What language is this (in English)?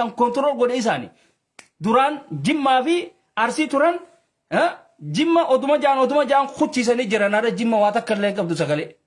Oromo